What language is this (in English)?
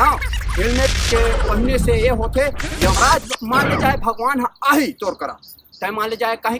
Chhattisgarhi